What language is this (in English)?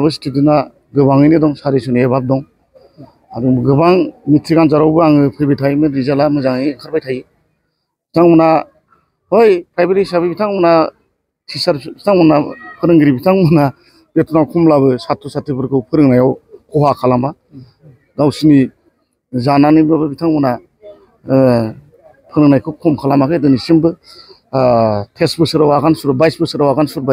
Bodo